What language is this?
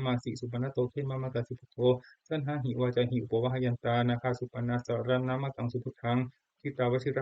Pali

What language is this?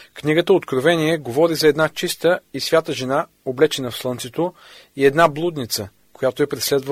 Bulgarian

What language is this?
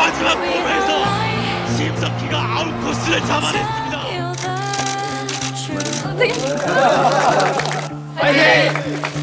Korean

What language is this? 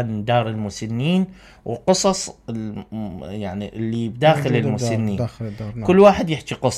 Mesopotamian Arabic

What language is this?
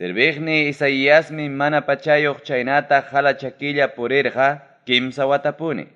Ayacucho Quechua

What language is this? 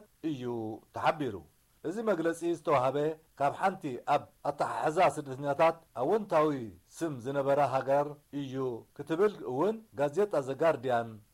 Tigrinya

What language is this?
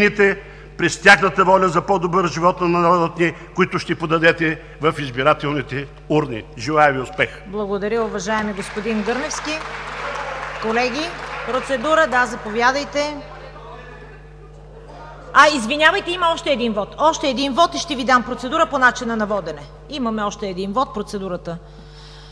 Bulgarian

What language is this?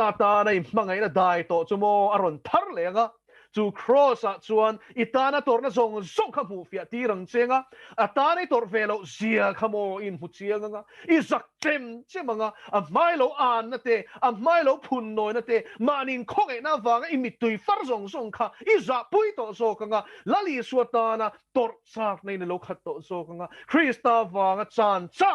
Mizo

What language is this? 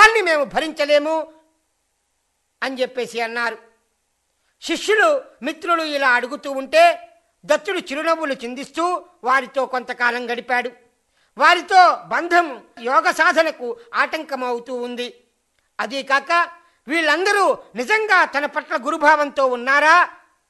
Telugu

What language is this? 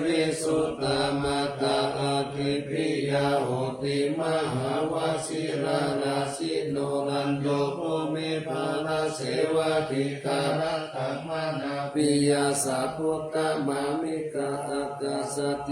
Pali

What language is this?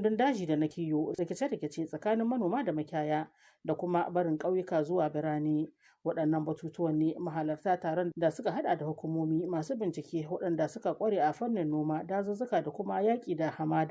Hausa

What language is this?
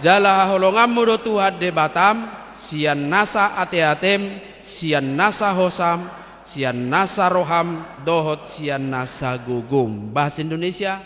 Batak Toba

